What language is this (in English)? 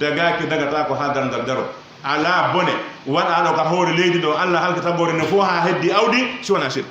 Pular